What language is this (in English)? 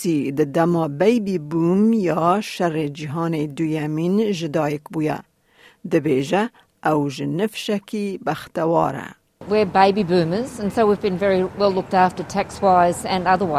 Kurdish